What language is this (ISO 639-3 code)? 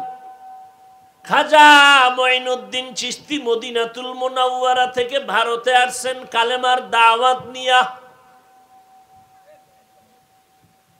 ben